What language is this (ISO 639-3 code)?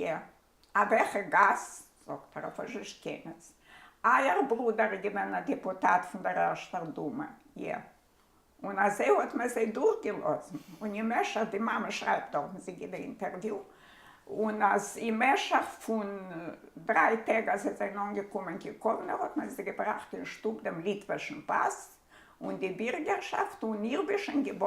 yid